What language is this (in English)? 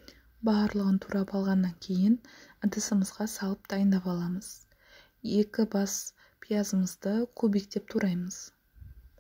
Kazakh